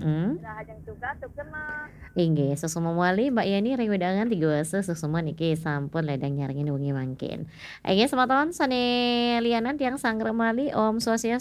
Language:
Balinese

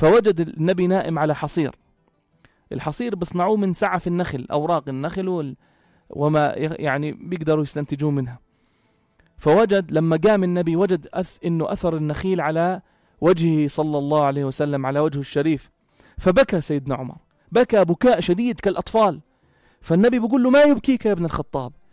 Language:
North Levantine Arabic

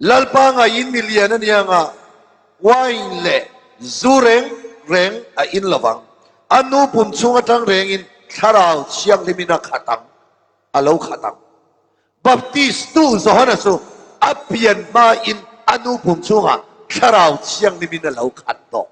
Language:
Mizo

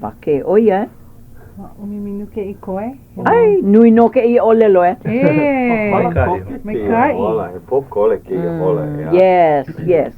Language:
Hawaiian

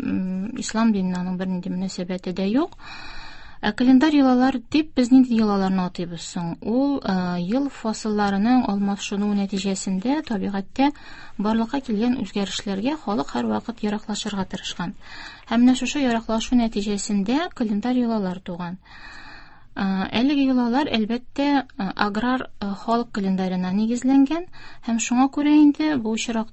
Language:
Tatar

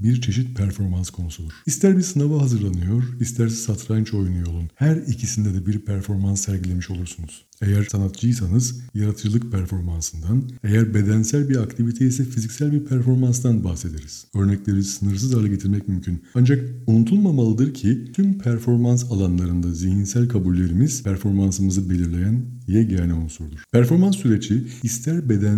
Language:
Turkish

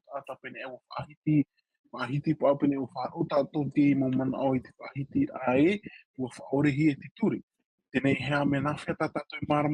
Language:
Tahitian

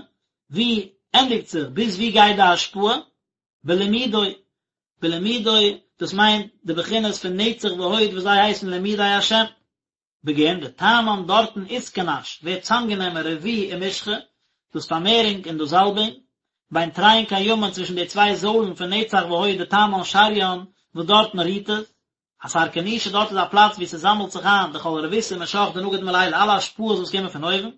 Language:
Yiddish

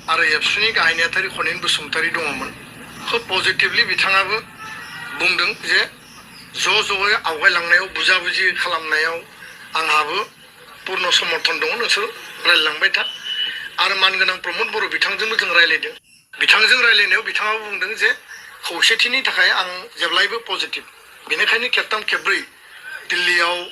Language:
Bodo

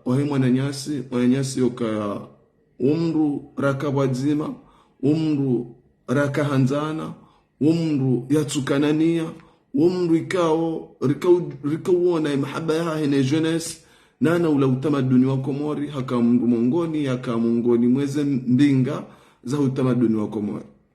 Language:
Ngazidja Comorian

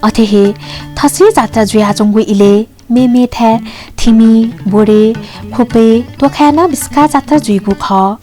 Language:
Newari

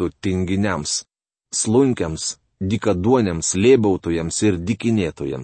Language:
Lithuanian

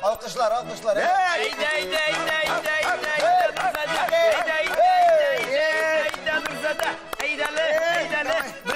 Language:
Tatar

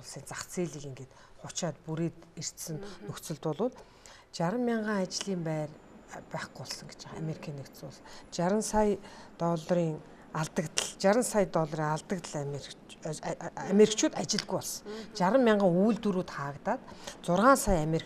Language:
Mongolian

